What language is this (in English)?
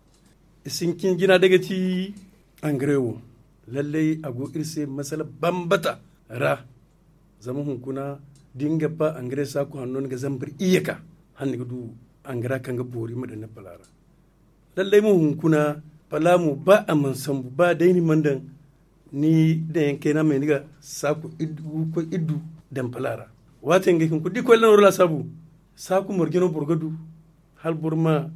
Zarma